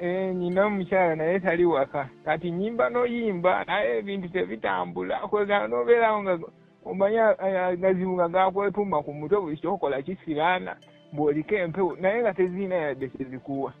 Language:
Ganda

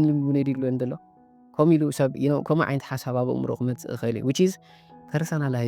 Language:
Tigrinya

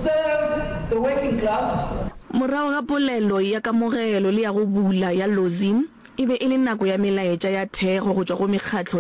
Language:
Northern Sotho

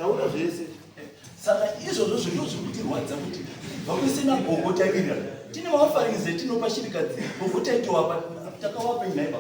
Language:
Shona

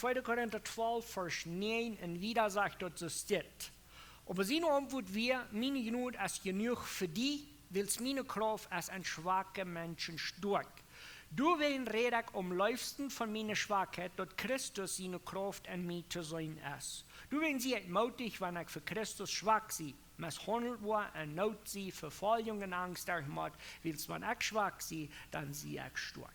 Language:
Plautdietsch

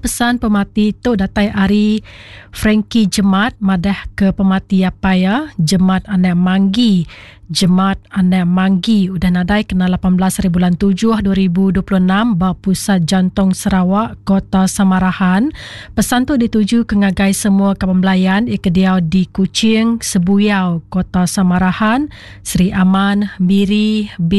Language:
Iban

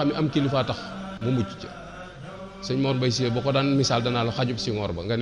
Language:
Wolof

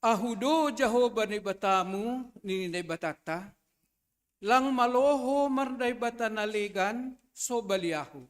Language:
Batak Simalungun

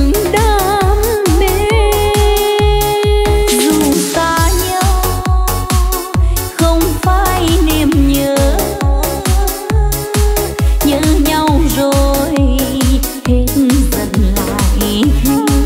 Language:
Vietnamese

